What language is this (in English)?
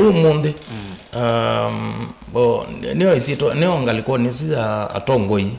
Kamba